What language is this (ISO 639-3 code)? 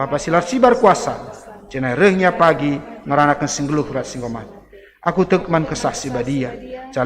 btx